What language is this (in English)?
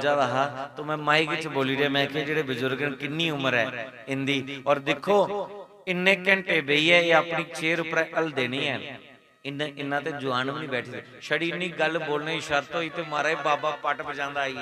Dogri